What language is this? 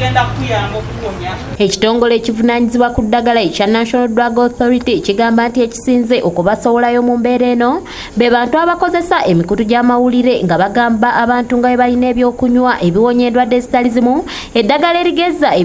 Ganda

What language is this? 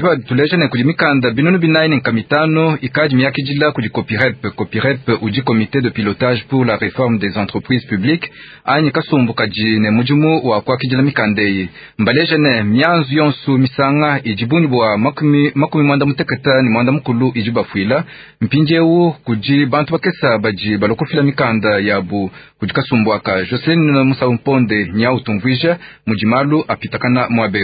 Luba-Lulua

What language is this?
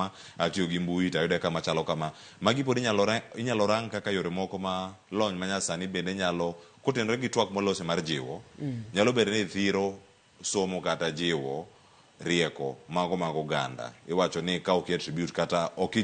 Luo (Kenya and Tanzania)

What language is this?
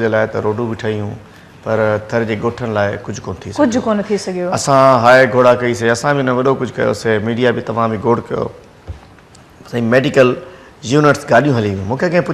Sindhi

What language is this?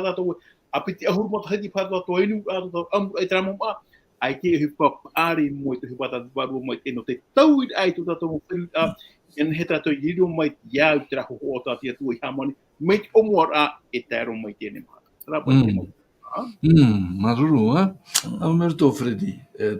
Tahitian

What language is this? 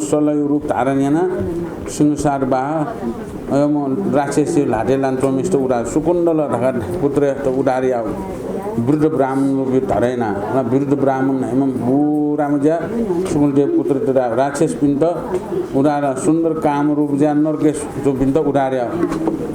Newari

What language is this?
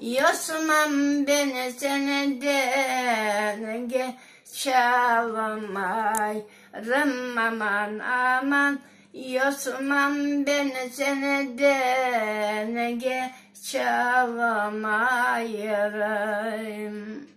Crimean Tatar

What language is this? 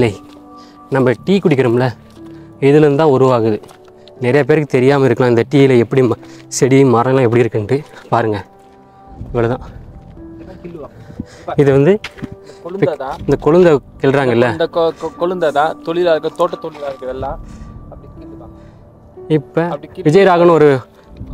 Tamil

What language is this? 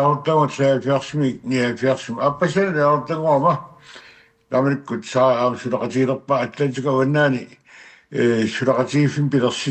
Kalaallisut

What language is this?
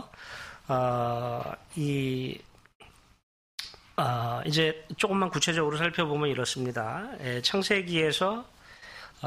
Korean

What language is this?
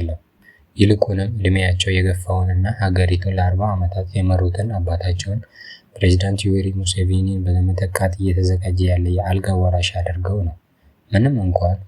Amharic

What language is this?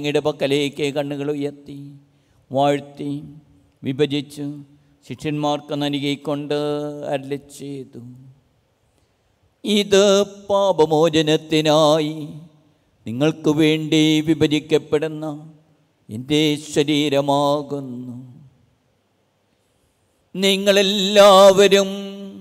Malayalam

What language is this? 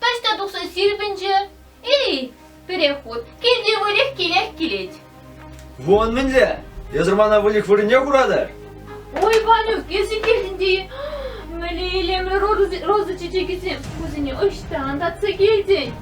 Chuvash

